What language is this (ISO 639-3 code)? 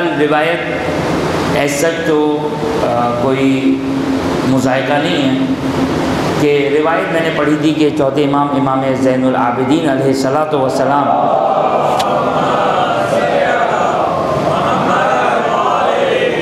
urd